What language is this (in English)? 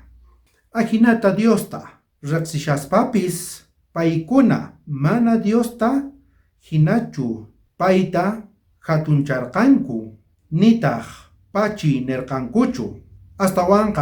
South Bolivian Quechua